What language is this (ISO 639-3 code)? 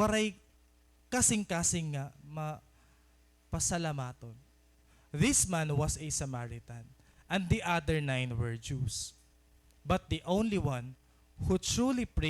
war